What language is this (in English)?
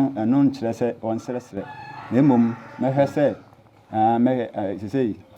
Akan